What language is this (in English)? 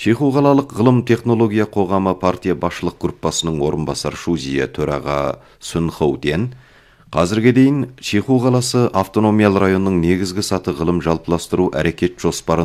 Kazakh